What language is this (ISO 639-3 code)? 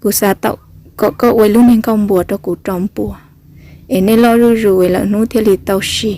hmn